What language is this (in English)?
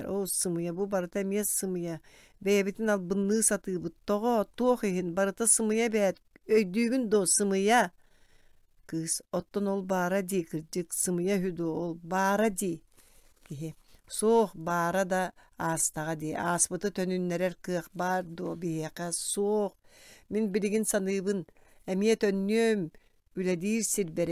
Yakut